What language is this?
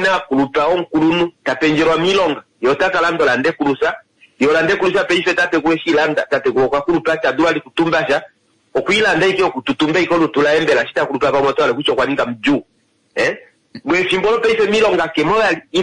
Kuanyama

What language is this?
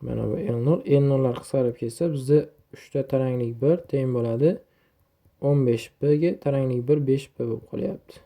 Uzbek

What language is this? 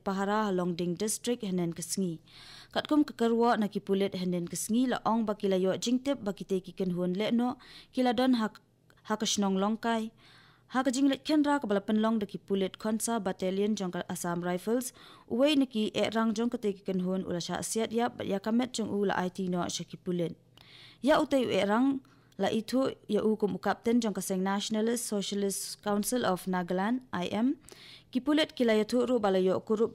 Khasi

